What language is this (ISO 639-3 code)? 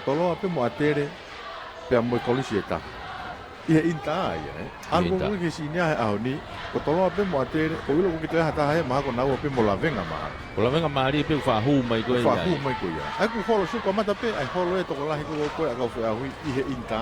ton